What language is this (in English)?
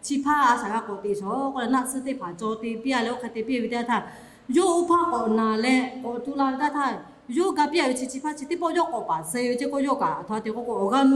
Lahu